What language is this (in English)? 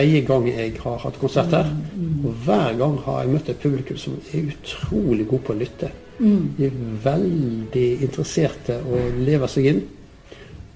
Norwegian